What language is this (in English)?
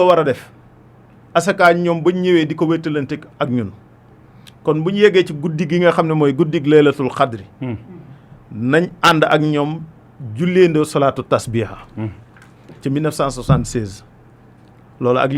Wolof